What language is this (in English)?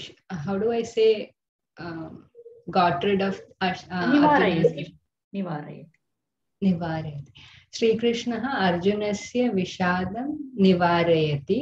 Sanskrit